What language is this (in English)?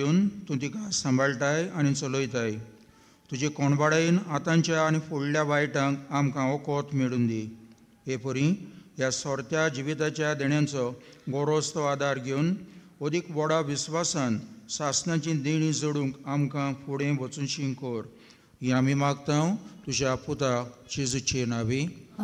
Konkani